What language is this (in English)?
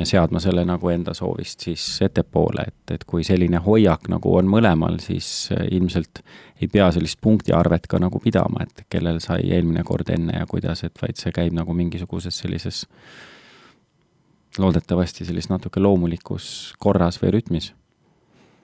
Estonian